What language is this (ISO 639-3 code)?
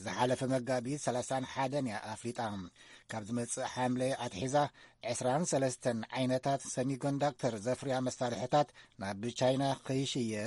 tir